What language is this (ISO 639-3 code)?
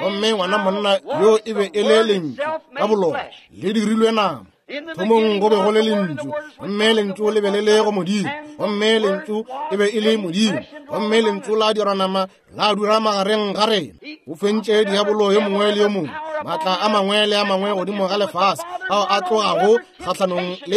nso